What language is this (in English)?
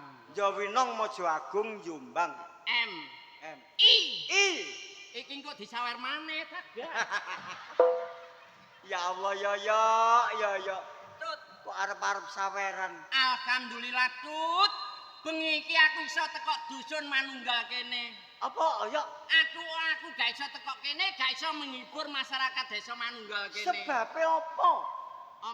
Javanese